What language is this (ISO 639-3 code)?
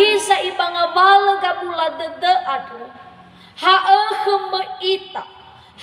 nia